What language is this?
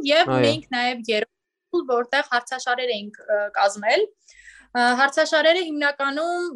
Western Armenian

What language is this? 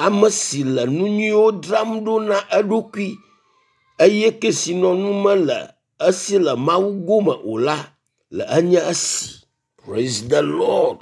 Ewe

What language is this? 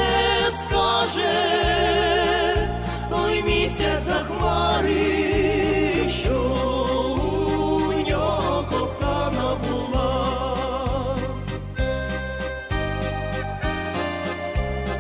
Ukrainian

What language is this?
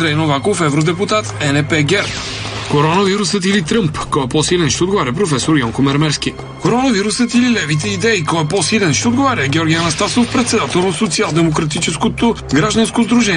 Bulgarian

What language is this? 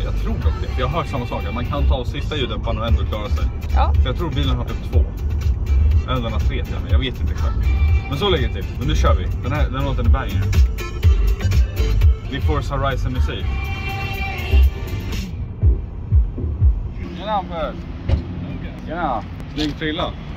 Swedish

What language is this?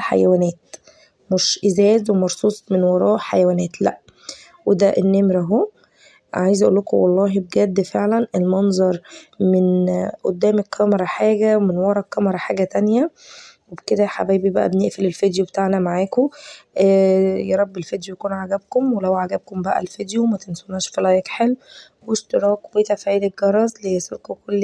Egyptian Arabic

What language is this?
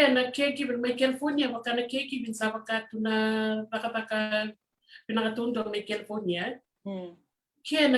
Fijian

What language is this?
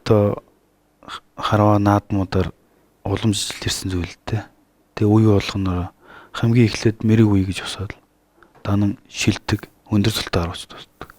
Mongolian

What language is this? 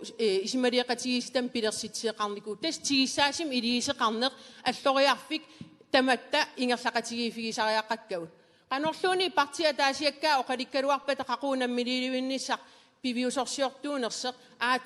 Kalaallisut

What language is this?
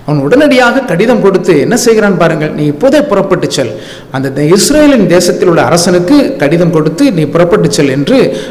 Tamil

